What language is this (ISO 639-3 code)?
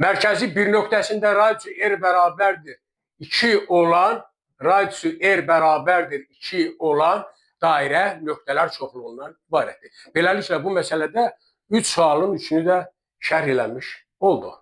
aze